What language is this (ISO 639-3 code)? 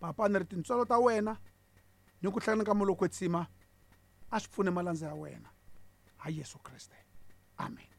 tso